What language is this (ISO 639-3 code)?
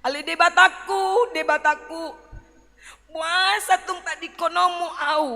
bbc